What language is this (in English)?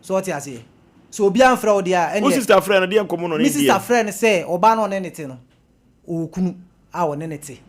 Akan